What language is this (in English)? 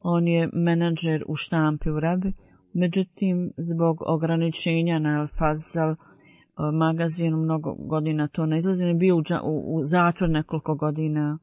Bosnian